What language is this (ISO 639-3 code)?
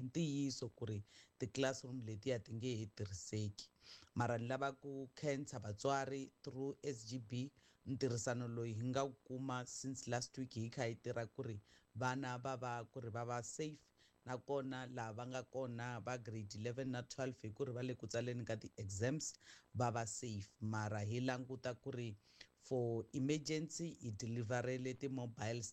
tso